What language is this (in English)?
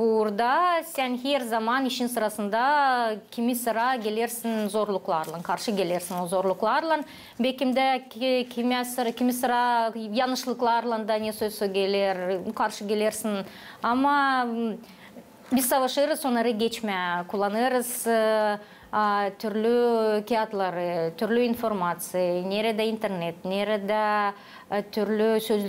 Gagauz